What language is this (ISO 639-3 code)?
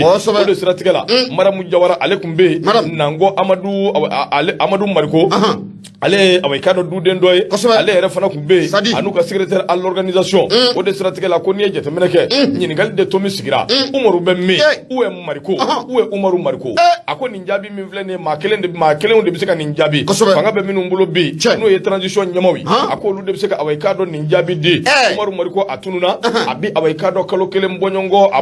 bam